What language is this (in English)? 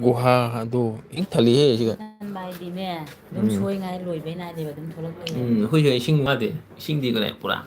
Manipuri